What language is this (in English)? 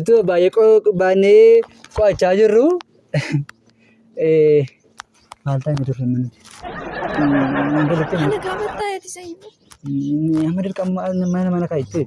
Oromo